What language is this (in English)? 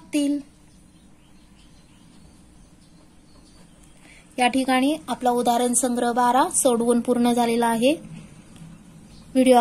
Marathi